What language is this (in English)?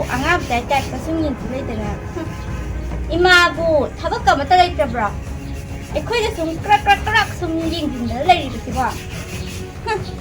Manipuri